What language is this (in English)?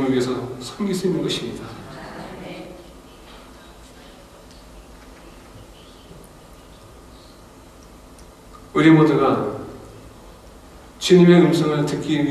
Korean